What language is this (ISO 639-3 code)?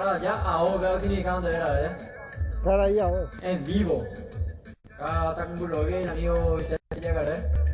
grn